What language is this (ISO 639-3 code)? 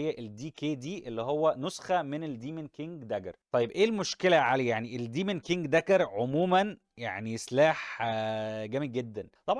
arz